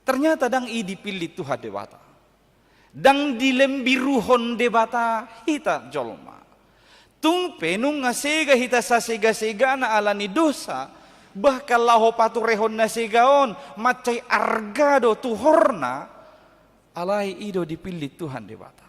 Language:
Batak Toba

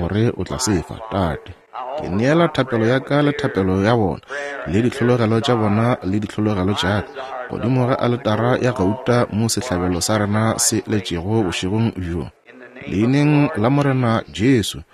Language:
Northern Sotho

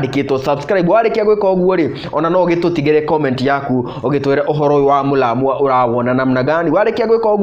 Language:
Kikuyu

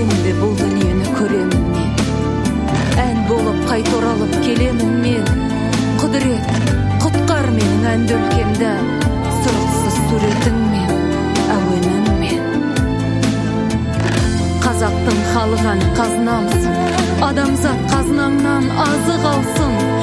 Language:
Kazakh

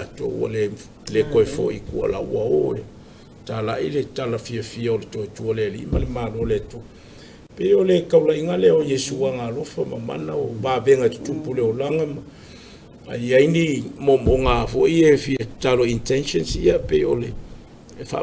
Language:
Samoan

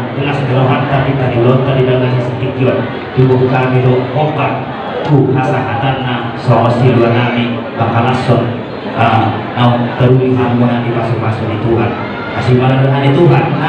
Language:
Batak Toba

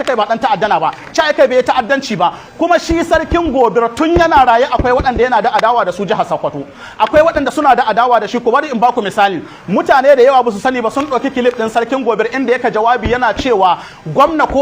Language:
Hausa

